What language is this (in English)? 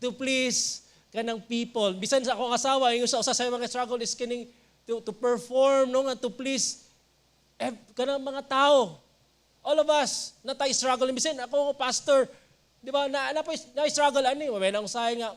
Cebuano